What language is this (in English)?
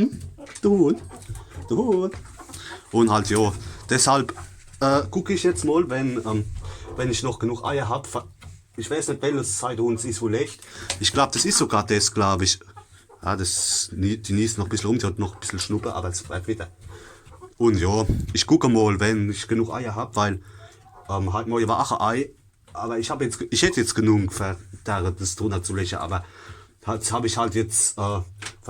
Palatine German